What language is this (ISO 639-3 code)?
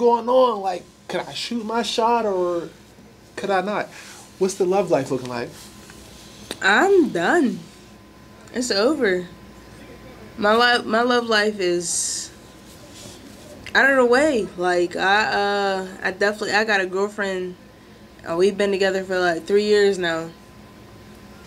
eng